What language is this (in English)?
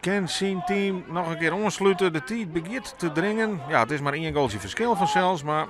Western Frisian